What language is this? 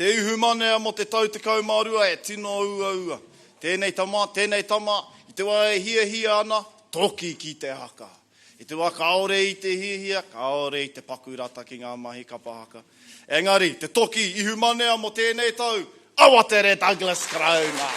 Māori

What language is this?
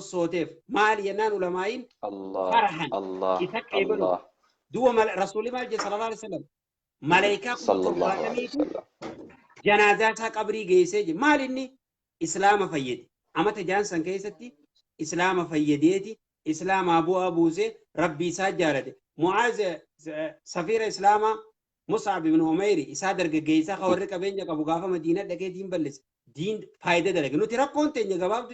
Oromo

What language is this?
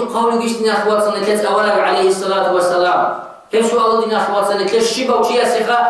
Avaric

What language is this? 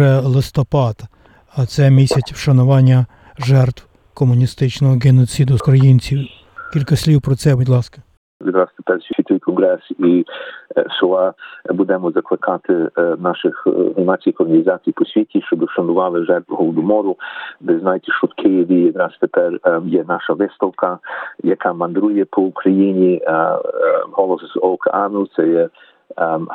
Ukrainian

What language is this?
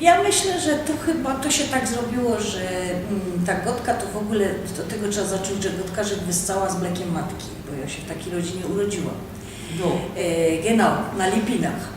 Silesian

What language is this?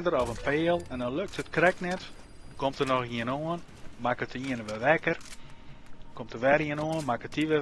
Western Frisian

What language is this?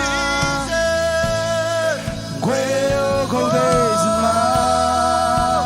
Marshallese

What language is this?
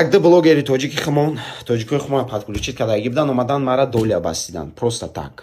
Tajik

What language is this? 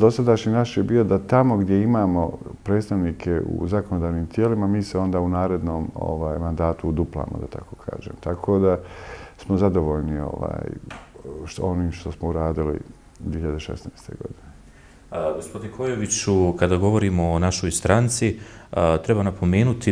Bosnian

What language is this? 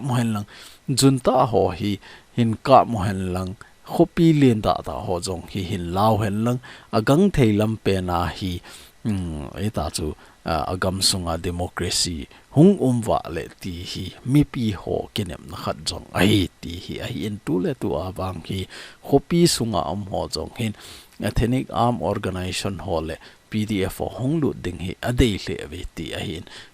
Thado Chin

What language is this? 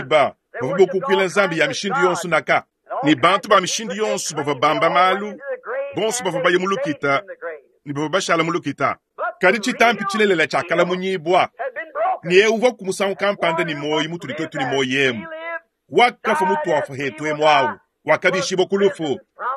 Luba-Lulua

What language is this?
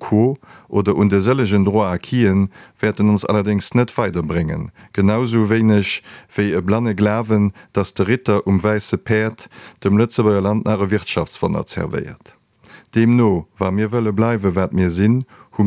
Luxembourgish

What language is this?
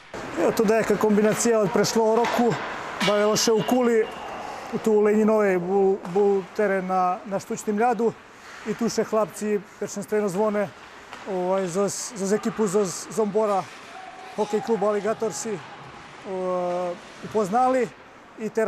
Rusyn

